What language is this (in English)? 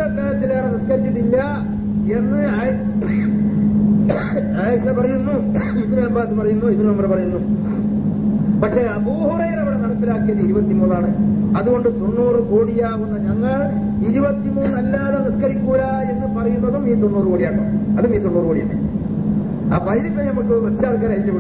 Malayalam